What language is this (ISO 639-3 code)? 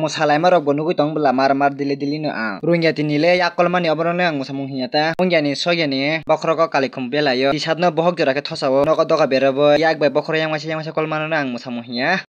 trp